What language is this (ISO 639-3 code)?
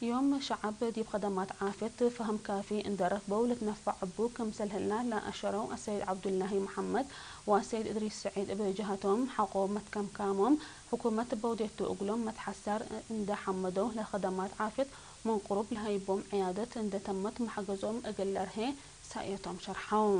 tig